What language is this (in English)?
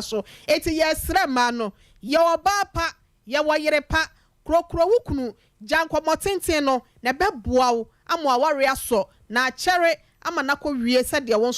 Akan